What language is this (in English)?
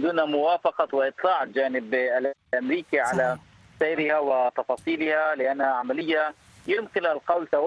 Arabic